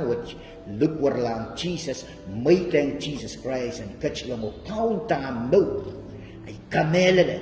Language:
Pohnpeian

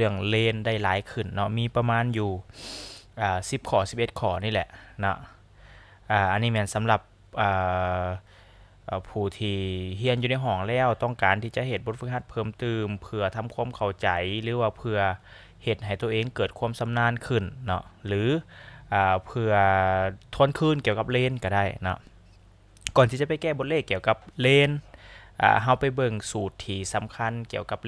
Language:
Lao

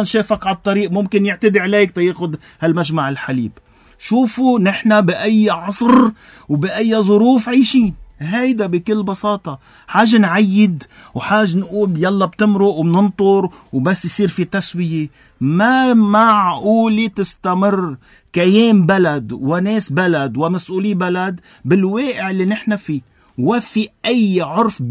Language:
North Levantine Arabic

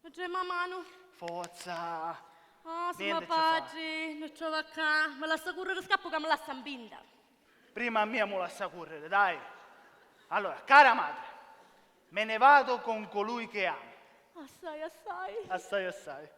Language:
Sicilian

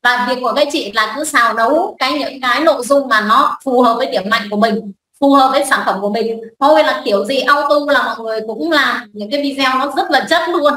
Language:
Vietnamese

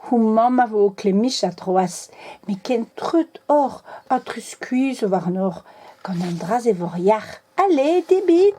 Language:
Breton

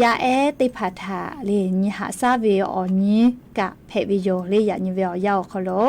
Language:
Lahu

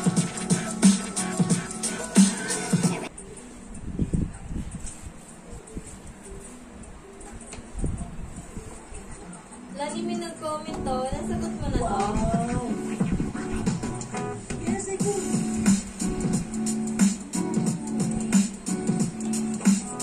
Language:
Filipino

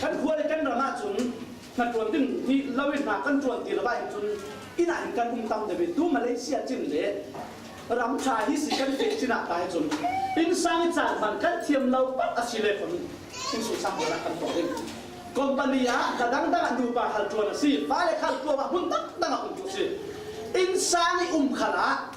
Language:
Falam Chin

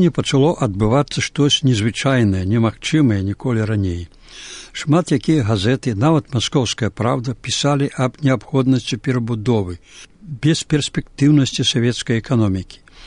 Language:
Belarusian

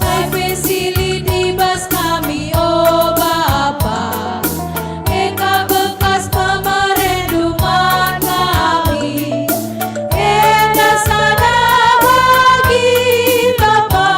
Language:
Batak Karo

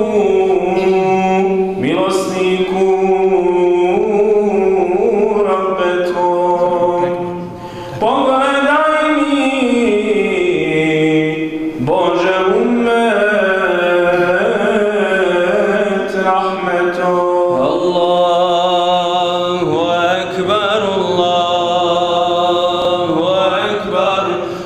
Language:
Bosnian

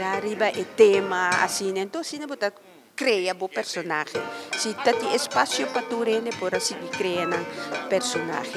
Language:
Papiamento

